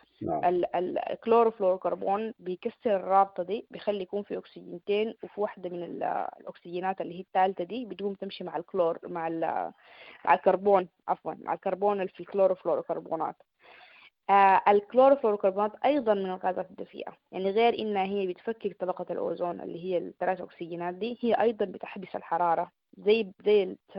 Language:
Sudanese Arabic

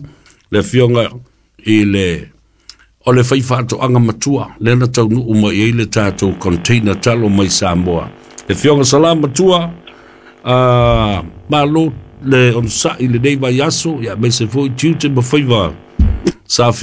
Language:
Samoan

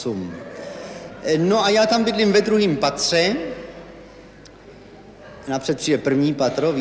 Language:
Czech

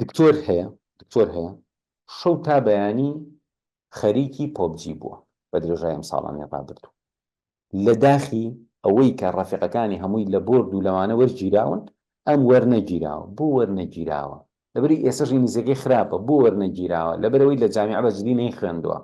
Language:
Central Kurdish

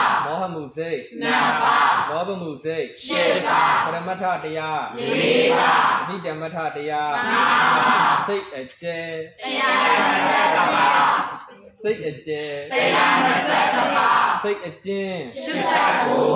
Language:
Burmese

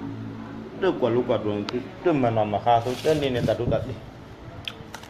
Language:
S'gaw Karen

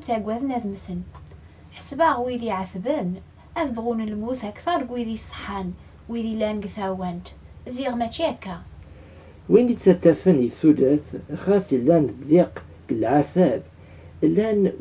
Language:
Kabyle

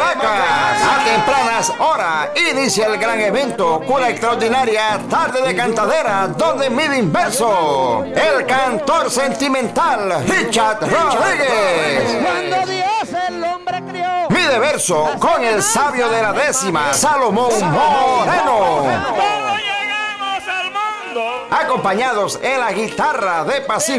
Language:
Spanish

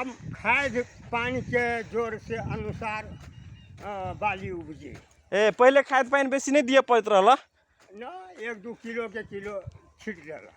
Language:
Magahi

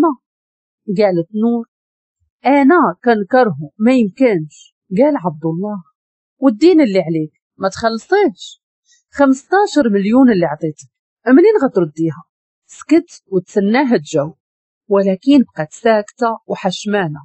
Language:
Moroccan Arabic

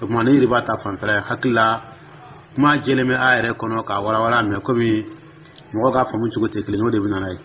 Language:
Dyula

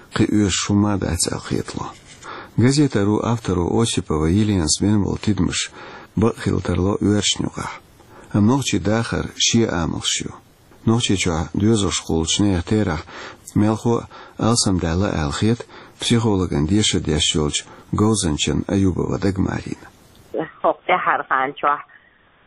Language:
Chechen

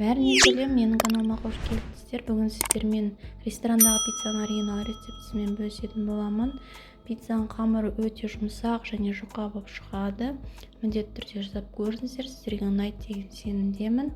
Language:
Kazakh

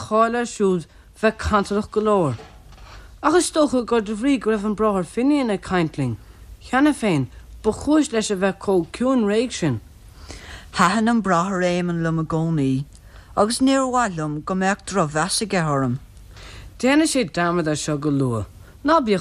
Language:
Irish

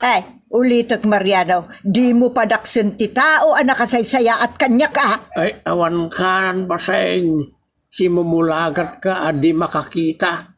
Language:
Iloko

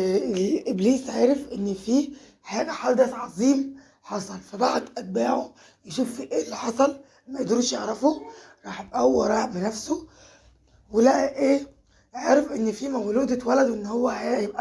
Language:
Egyptian Arabic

